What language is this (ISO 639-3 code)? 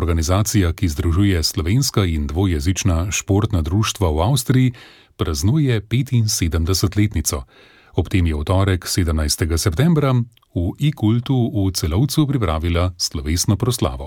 slv